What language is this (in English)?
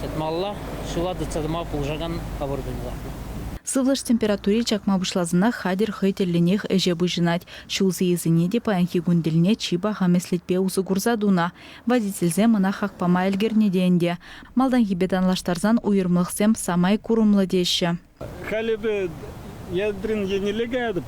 Chuvash